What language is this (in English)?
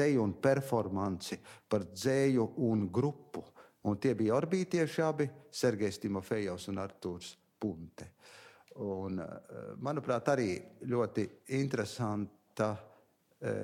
Latvian